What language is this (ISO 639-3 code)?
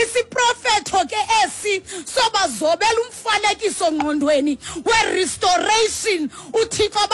xho